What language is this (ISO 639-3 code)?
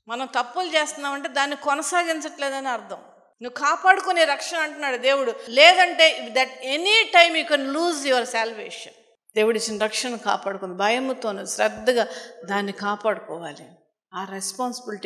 tel